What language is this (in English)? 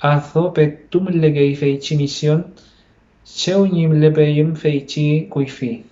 Mapuche